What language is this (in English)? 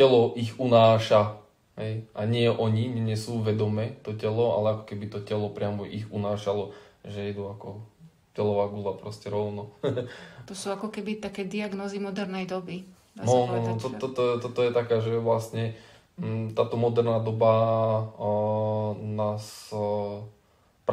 Slovak